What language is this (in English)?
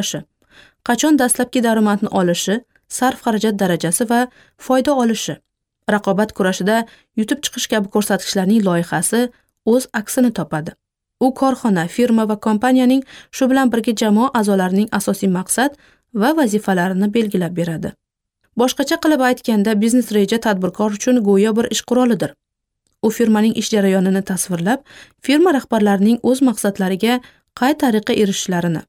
Uzbek